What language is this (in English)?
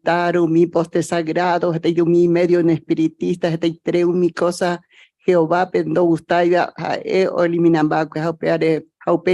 Guarani